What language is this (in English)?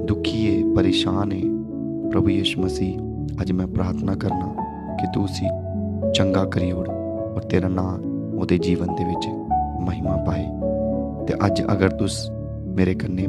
Dogri